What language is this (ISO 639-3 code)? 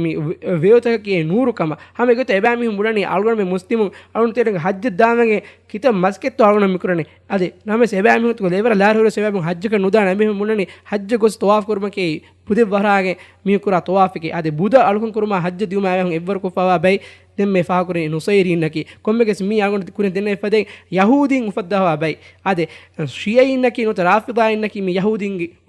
div